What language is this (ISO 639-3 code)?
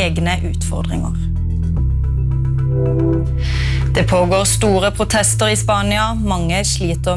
nor